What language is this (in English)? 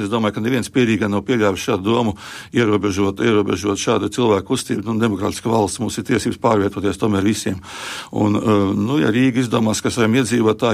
Latvian